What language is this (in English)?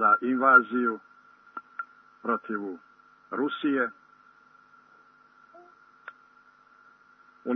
Croatian